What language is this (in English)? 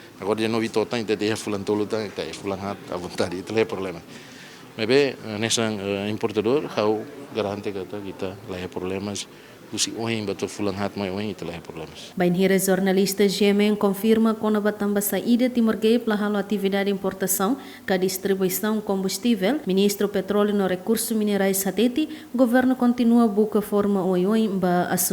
Tetum